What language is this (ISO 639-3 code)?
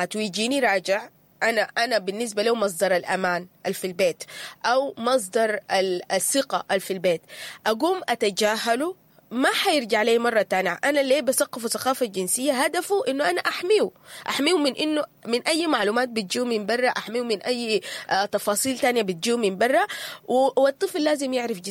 apd